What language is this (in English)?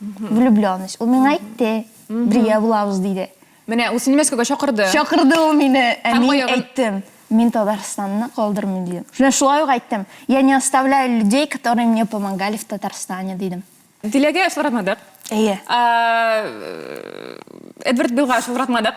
Tatar